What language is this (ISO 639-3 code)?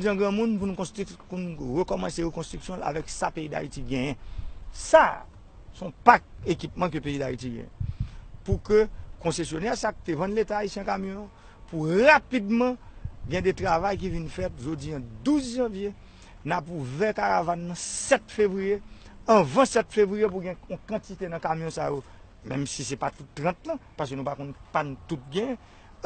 hat